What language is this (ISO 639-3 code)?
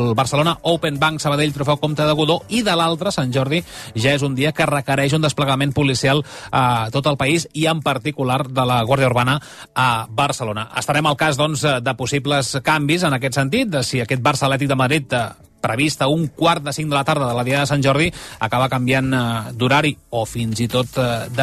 cat